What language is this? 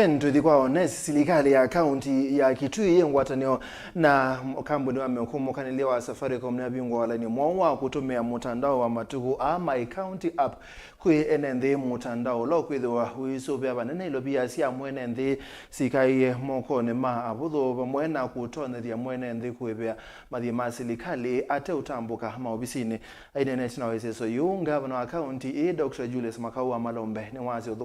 Kamba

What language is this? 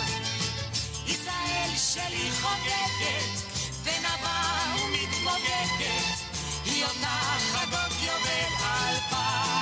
Hebrew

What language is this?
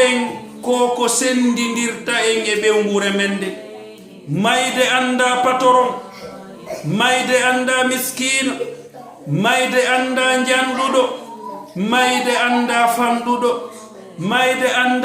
Fula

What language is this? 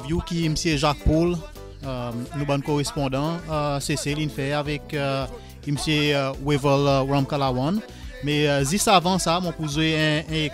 Seselwa Creole French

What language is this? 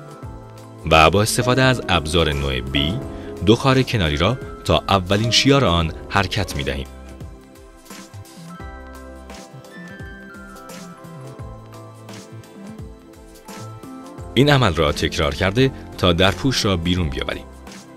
Persian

